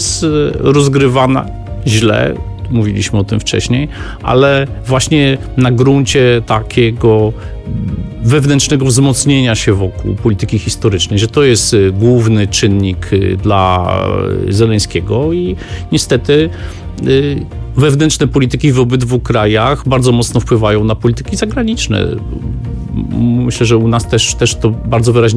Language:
Polish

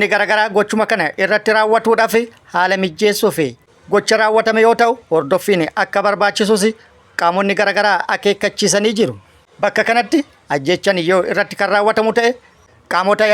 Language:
Oromo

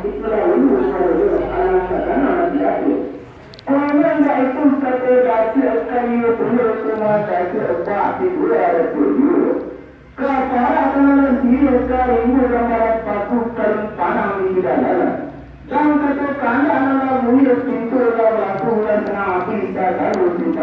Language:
Minangkabau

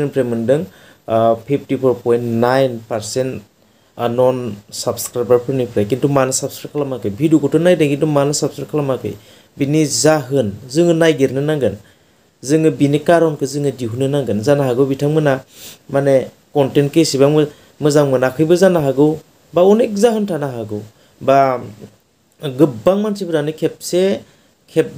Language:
Bodo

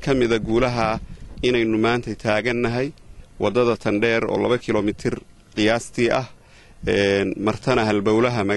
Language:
Somali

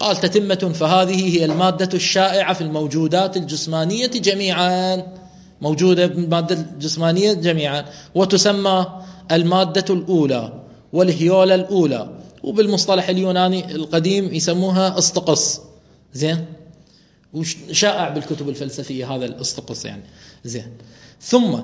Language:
Mesopotamian Arabic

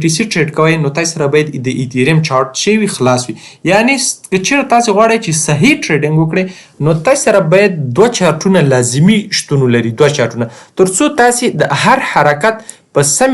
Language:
Pashto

